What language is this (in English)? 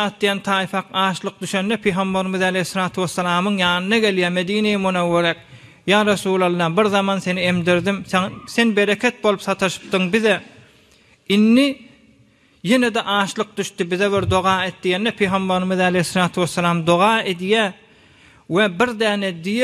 Turkmen